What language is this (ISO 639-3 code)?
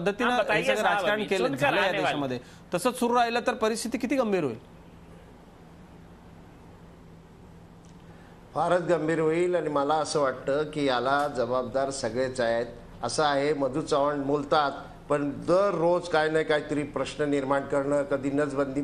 mar